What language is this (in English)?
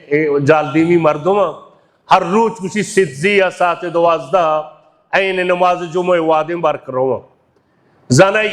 Baluchi